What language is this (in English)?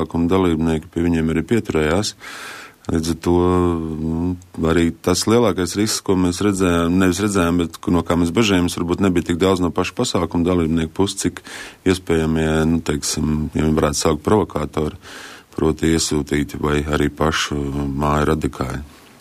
Latvian